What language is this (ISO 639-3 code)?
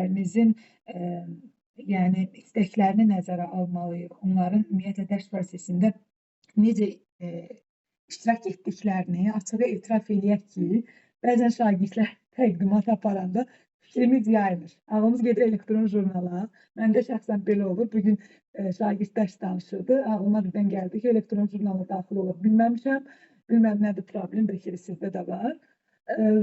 aze